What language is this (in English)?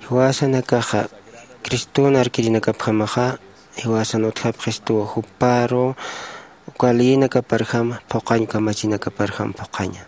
Aymara